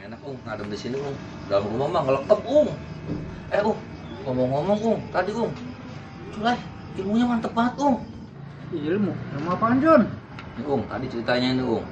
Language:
Betawi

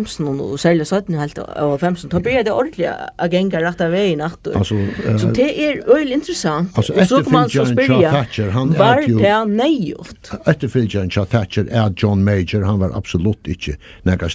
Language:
Faroese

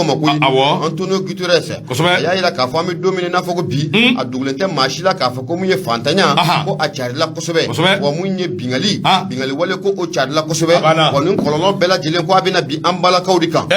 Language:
Bambara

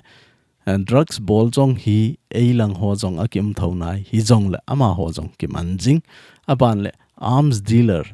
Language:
Thado Chin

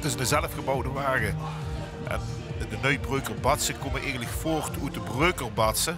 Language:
Limburgish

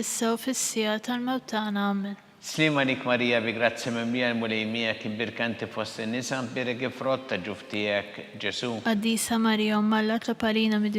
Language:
Maltese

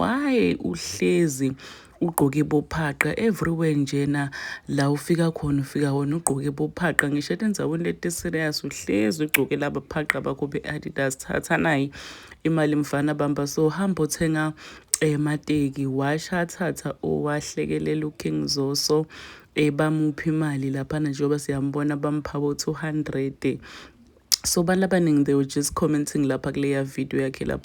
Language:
Zulu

